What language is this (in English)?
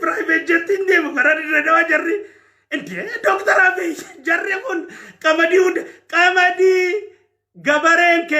Oromo